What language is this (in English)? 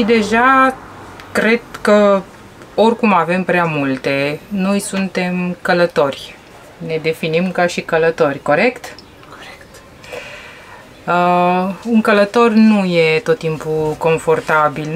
Romanian